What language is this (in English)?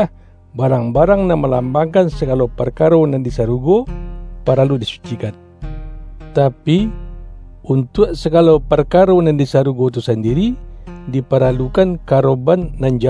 Minangkabau